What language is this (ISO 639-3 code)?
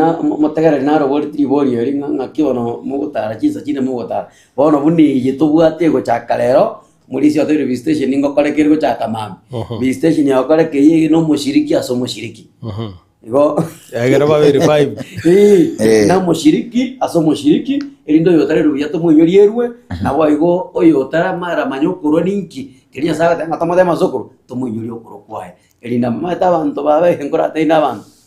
guz